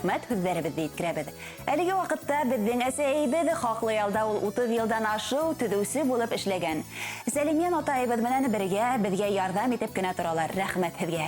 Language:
Bashkir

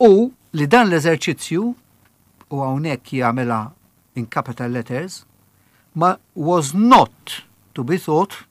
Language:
Maltese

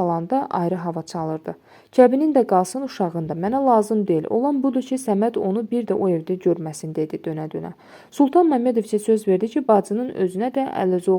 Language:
Azerbaijani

